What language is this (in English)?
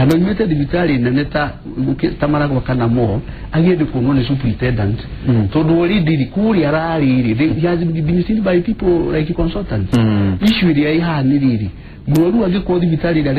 Kikuyu